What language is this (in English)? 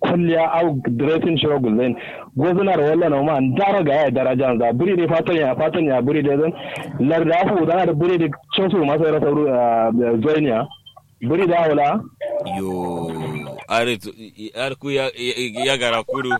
Kanuri